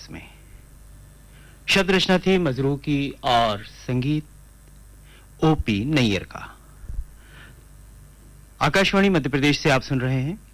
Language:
Hindi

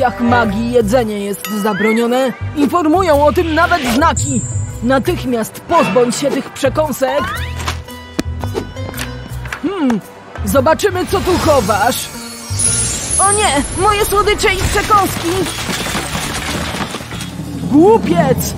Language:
Polish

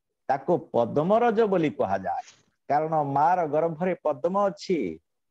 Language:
Odia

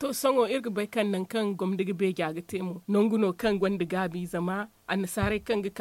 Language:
Zarma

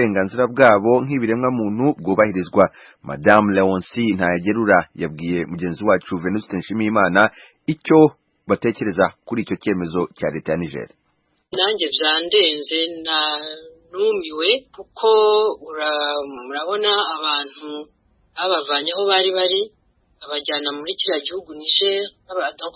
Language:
Kinyarwanda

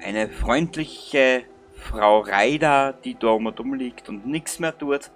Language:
Bavarian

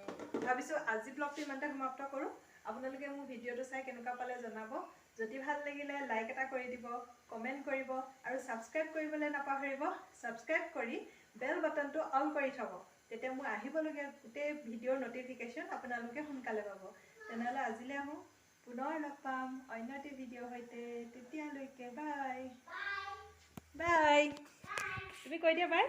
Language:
Assamese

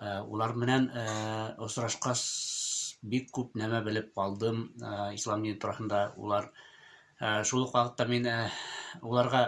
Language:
Bashkir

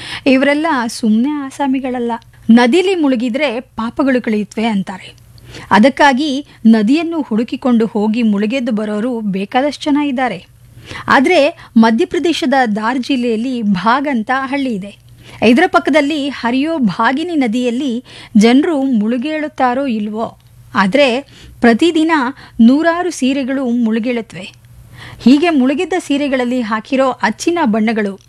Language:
Kannada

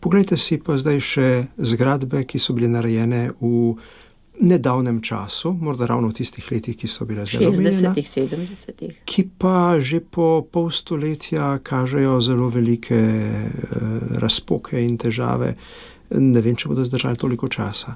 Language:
Slovenian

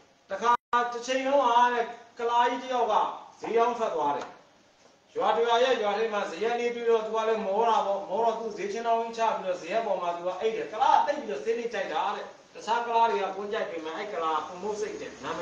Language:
Burmese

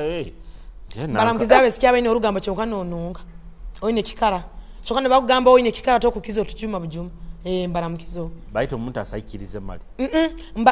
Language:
Nyoro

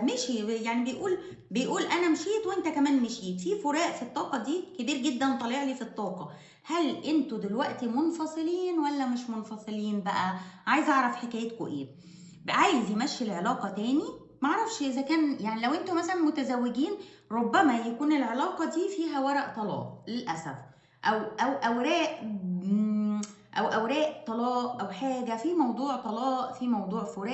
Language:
Egyptian Arabic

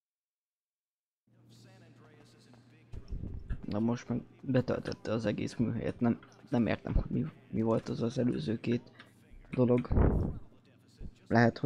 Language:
Hungarian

